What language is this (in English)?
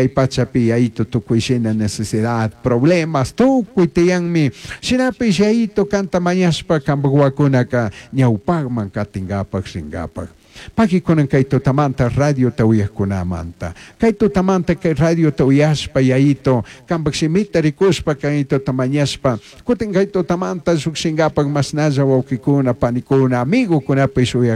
Chimborazo Highland Quichua